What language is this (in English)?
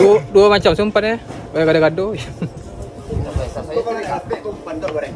Minangkabau